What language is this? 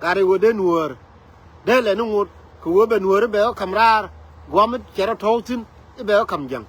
Nuer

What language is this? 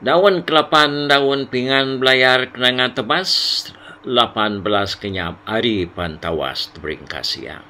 Iban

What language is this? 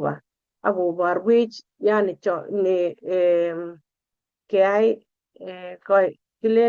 Kalenjin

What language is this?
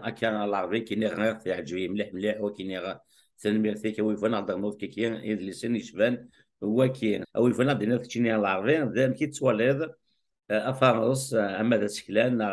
Kabyle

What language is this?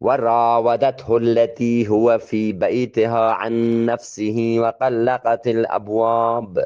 Eastern Balochi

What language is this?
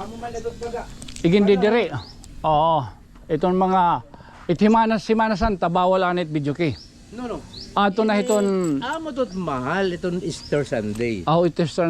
Waray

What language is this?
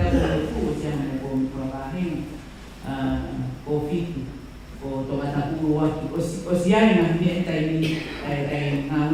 Tongan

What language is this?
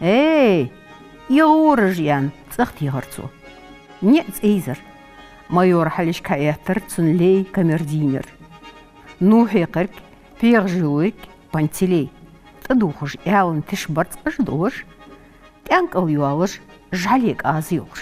Ingush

